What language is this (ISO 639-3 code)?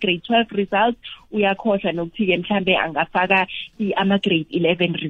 nbl